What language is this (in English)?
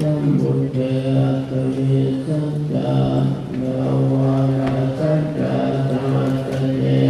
Pali